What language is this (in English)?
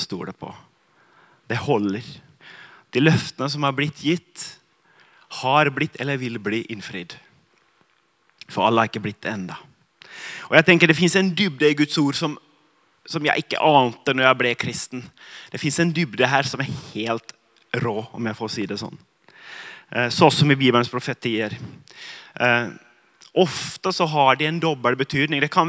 Norwegian